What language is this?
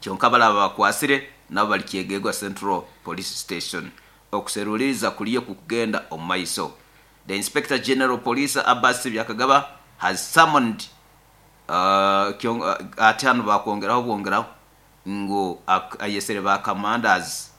Nyoro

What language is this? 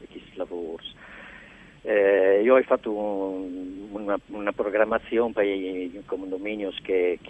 Friulian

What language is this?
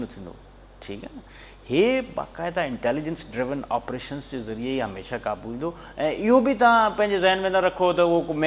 Sindhi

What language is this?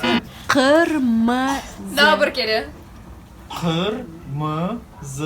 Crimean Tatar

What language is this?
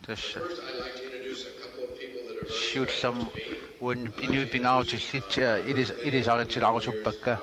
Kalaallisut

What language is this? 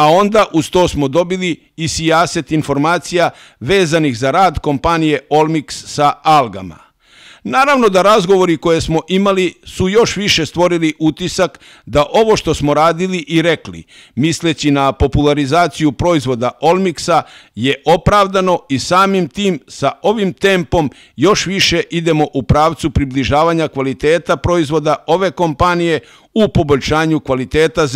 Serbian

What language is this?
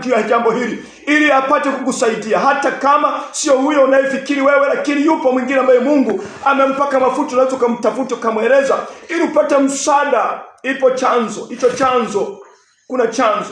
Swahili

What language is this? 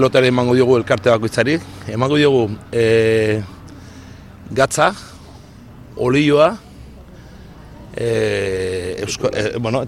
Basque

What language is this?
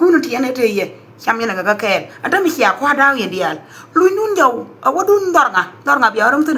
Nuer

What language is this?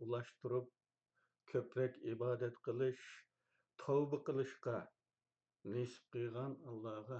Uyghur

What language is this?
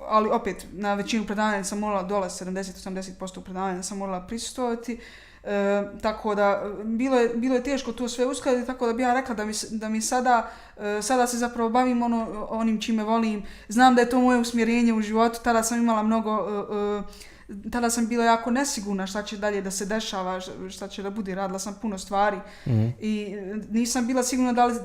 Bosnian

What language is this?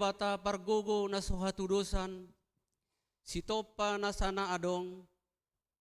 Batak Toba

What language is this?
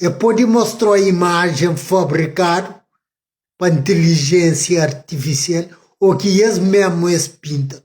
Kabuverdianu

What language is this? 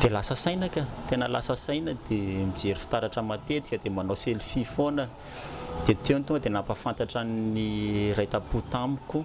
Malagasy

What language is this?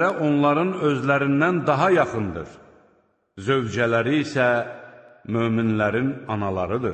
Azerbaijani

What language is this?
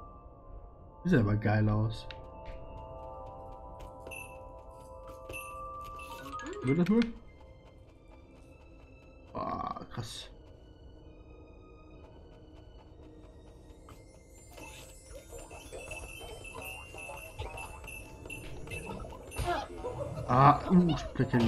German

